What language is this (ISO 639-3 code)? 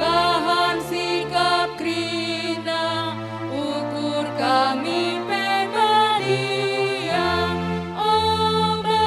btx